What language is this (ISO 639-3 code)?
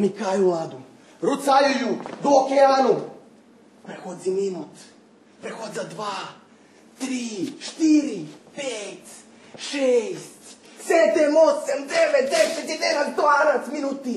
rue